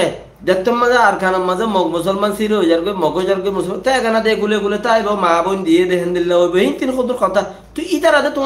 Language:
Rohingya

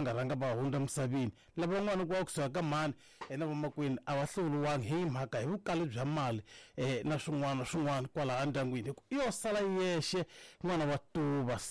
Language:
Tsonga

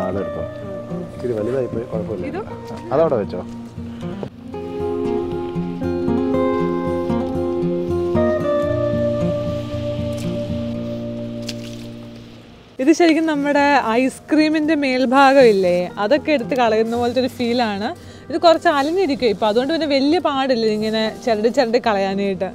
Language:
Malayalam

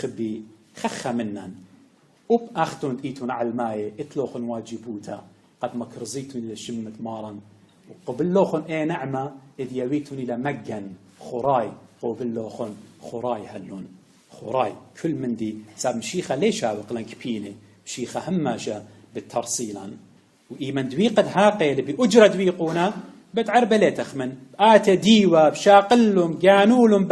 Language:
Assyrian Neo-Aramaic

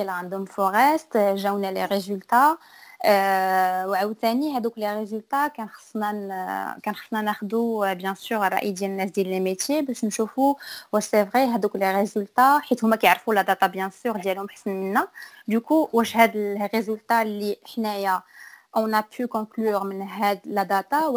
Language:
Moroccan Arabic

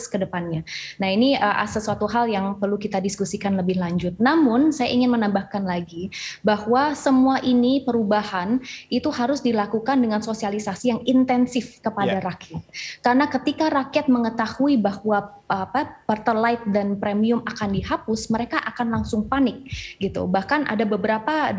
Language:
Indonesian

